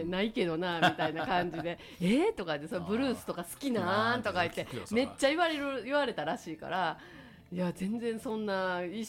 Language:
Japanese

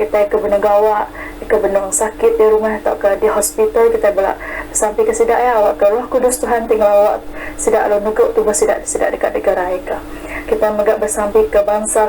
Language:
Iban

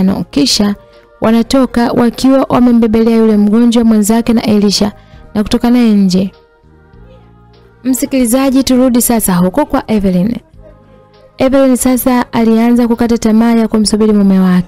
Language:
Swahili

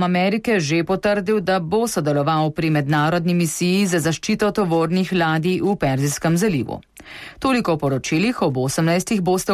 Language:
Slovenian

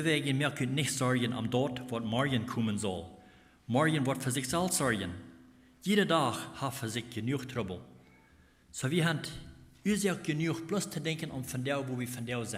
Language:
Plautdietsch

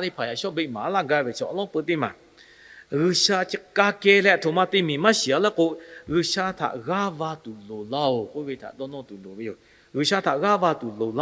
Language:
Lahu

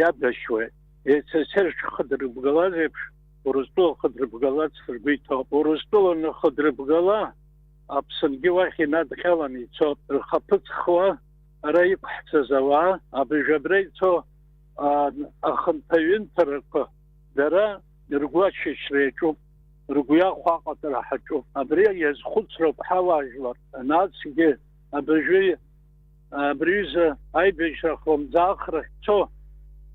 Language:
Abkhazian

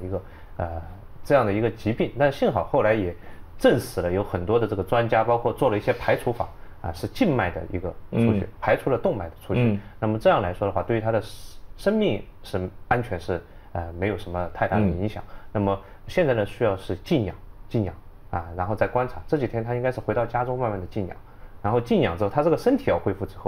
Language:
Chinese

